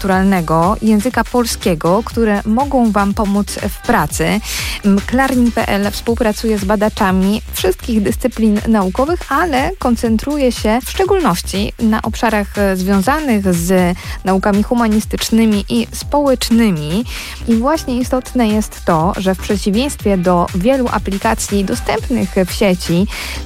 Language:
Polish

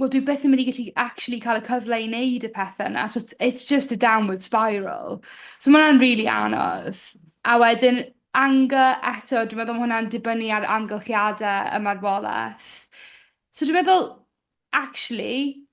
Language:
Welsh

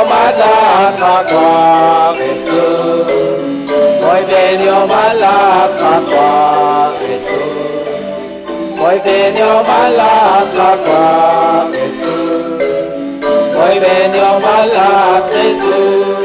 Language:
Kekchí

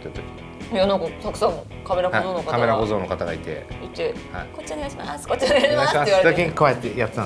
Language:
Japanese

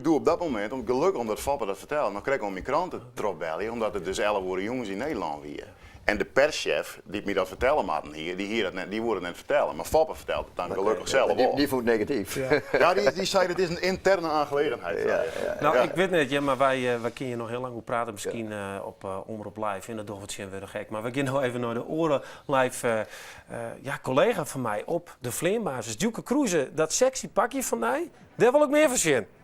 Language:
Western Frisian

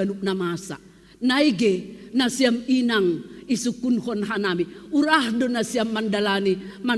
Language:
Batak Simalungun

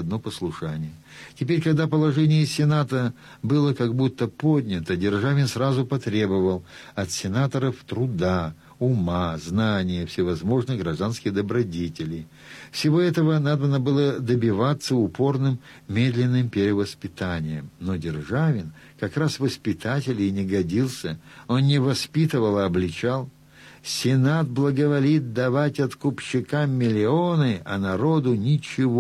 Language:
Russian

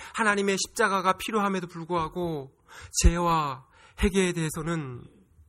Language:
Korean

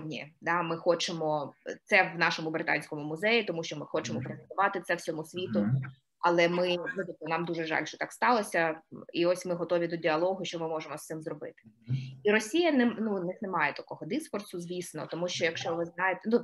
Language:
Ukrainian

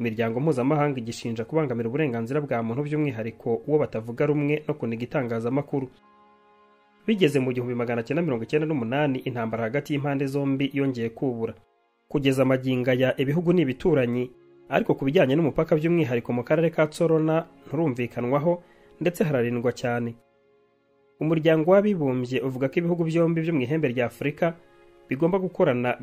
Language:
Kinyarwanda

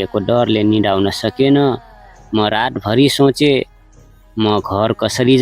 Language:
Nepali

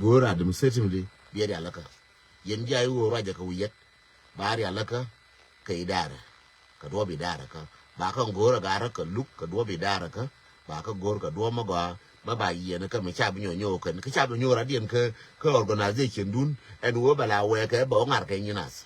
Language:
Nuer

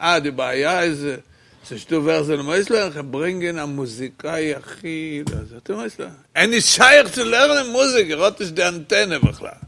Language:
Yiddish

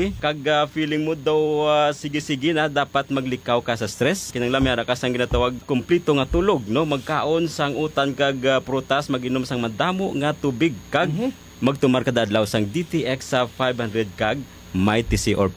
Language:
Hiligaynon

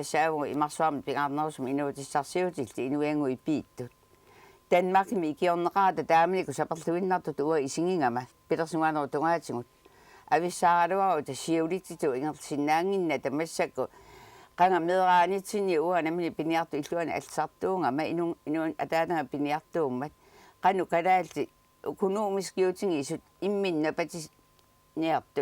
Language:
Kalaallisut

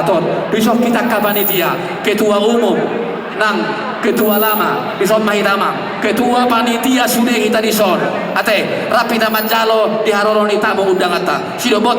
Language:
Batak Toba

